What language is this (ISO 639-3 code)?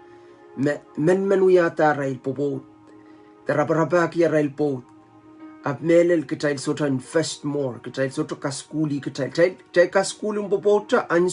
pon